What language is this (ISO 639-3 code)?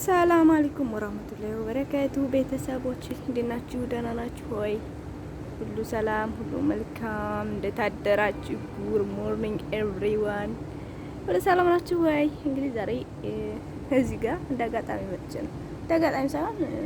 amh